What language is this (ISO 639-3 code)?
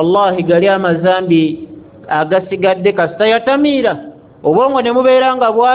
lug